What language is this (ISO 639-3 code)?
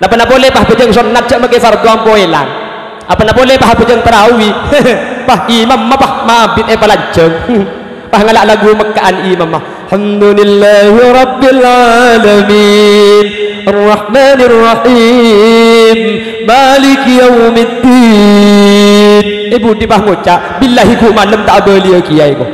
mad